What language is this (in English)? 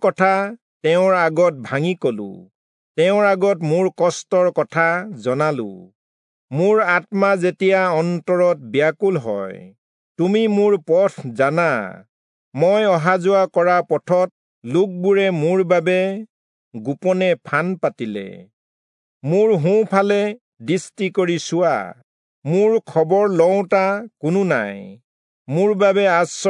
Assamese